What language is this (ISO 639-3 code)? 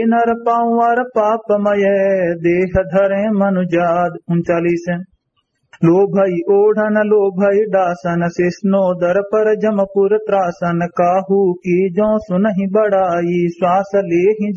awa